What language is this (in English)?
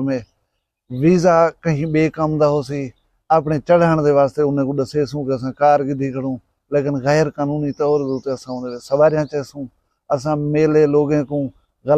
Saraiki